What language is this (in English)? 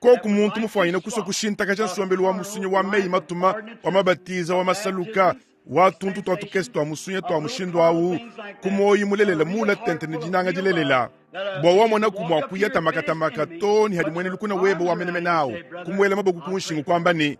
Luba-Lulua